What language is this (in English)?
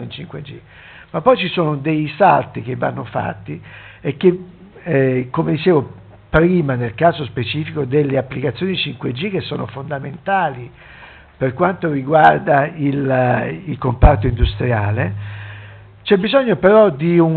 Italian